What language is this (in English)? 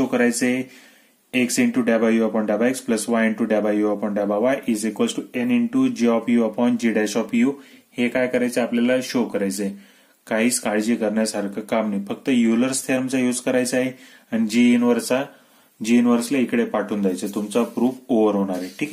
Marathi